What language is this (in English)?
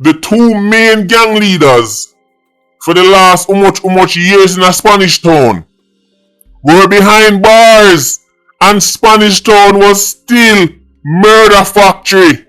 Jamaican Creole English